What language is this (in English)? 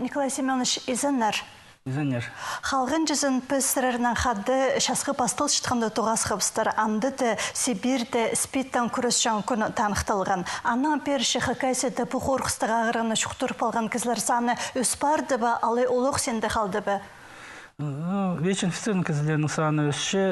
Khakas